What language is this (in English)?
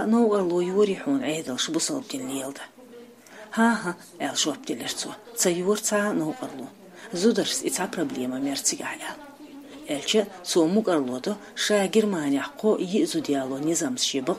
Chechen